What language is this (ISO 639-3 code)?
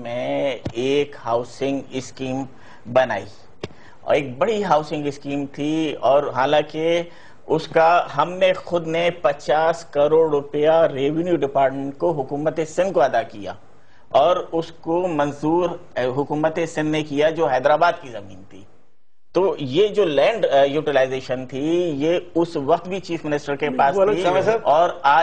urd